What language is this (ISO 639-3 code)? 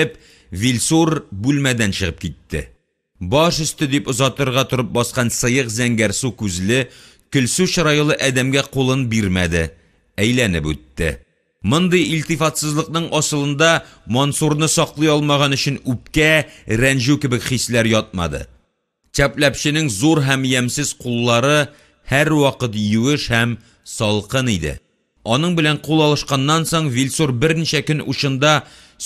tat